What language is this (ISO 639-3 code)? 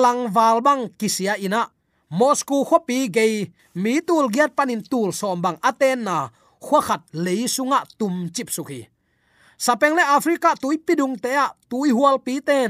ctd